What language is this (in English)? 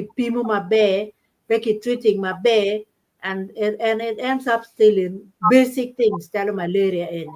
Acoli